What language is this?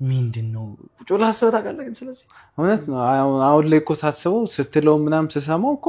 Amharic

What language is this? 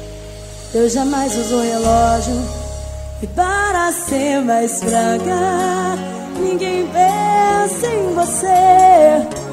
Portuguese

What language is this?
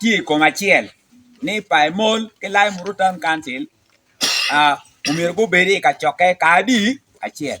Acoli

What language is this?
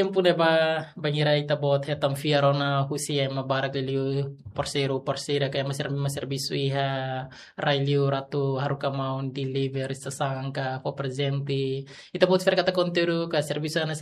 Tetum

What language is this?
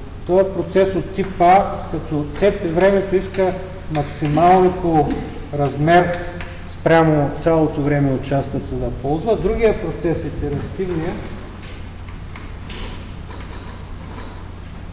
Bulgarian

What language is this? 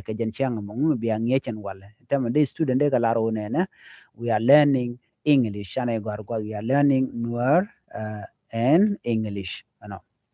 Nuer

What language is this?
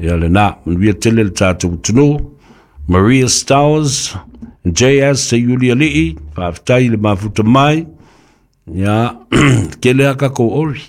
Samoan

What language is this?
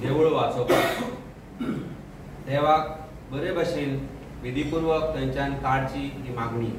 Konkani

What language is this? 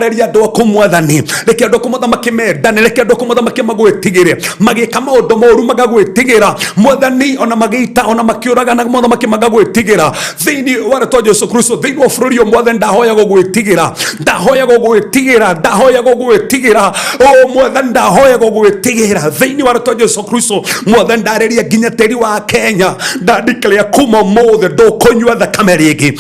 Kikuyu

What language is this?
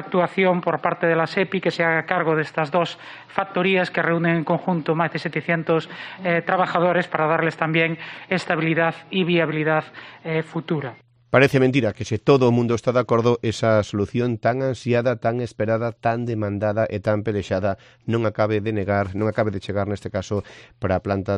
Galician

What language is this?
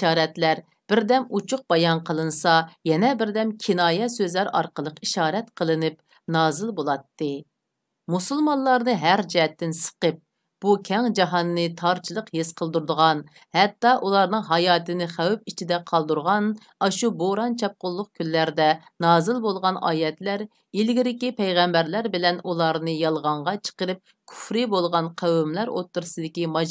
Uyghur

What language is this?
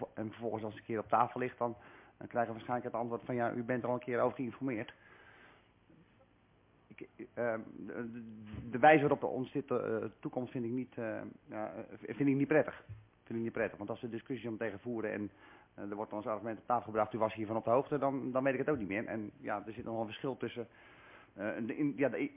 Dutch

